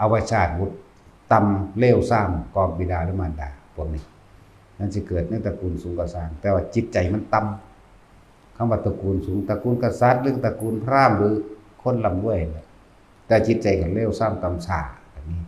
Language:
Northeastern Thai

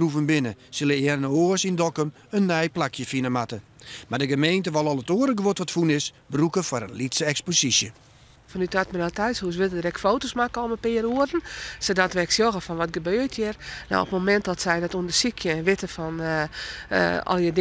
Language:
Western Frisian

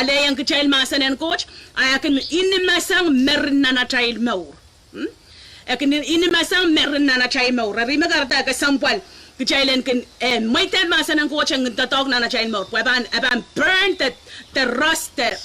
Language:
Pohnpeian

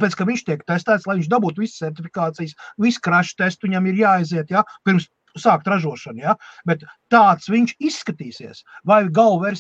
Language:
Latvian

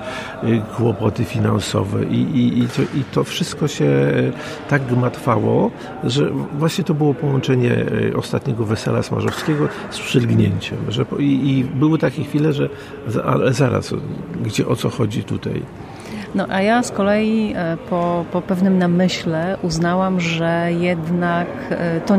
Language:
Polish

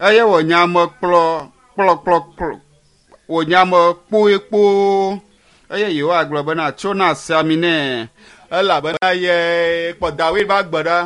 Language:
Ewe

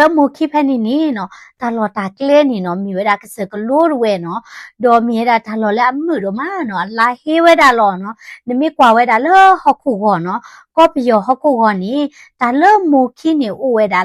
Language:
S'gaw Karen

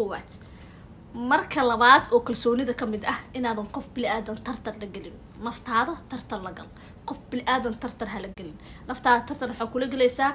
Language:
Somali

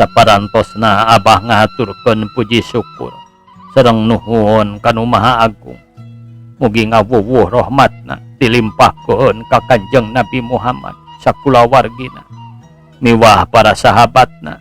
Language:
Sundanese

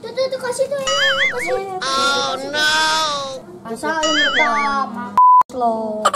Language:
Betawi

